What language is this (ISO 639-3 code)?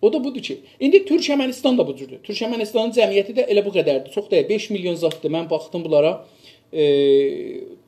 azb